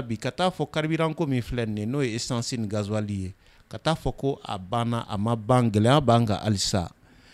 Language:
Bambara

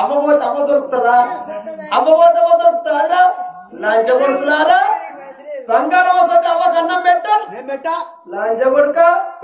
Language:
Telugu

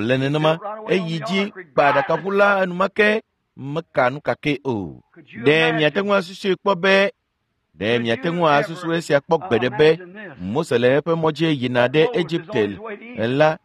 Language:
Ewe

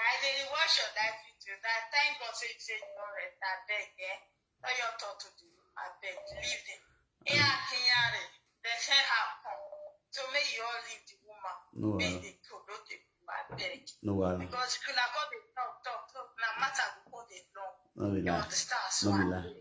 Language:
Nigerian Pidgin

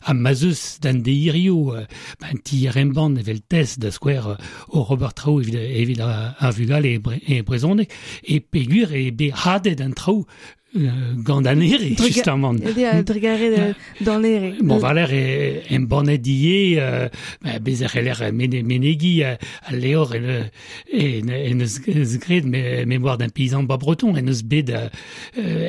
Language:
Breton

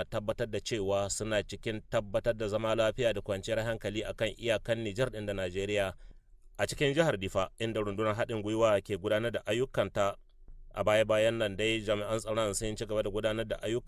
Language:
Hausa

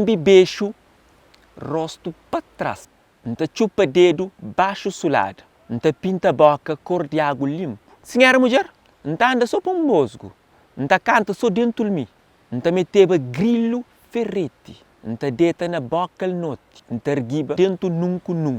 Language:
Kabuverdianu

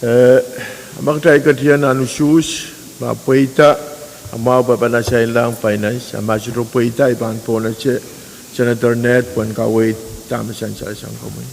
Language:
Pohnpeian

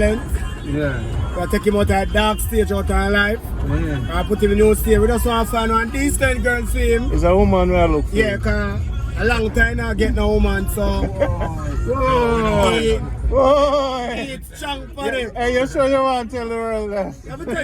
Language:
Jamaican Creole English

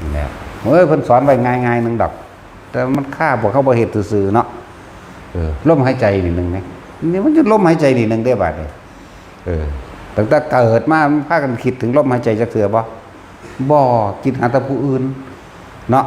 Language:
Northeastern Thai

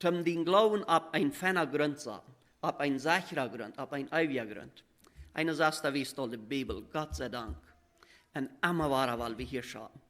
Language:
Plautdietsch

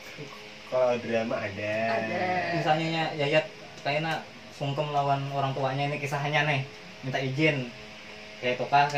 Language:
Banjar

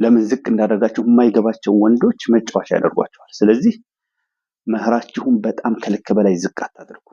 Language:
Amharic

